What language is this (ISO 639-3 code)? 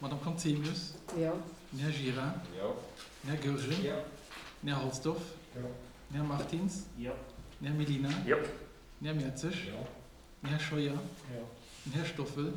ltz